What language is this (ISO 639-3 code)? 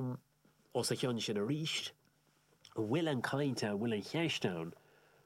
gle